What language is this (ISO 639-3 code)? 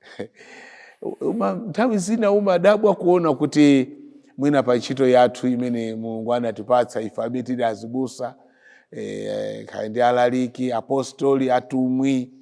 nya